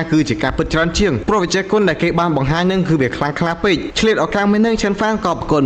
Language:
Khmer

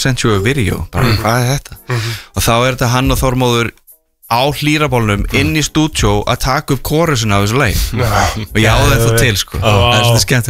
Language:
Icelandic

